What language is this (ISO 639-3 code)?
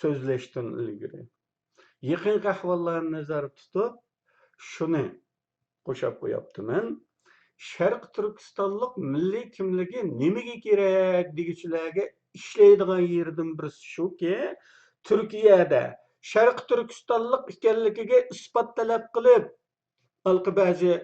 uig